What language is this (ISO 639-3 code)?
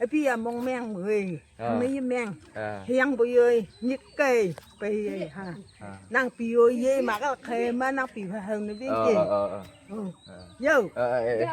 nag